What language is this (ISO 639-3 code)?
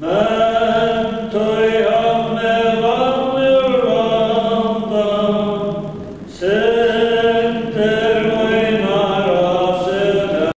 fao